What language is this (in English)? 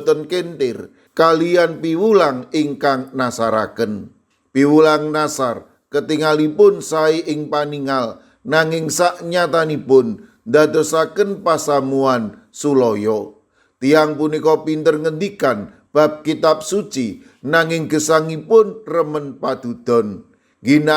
Javanese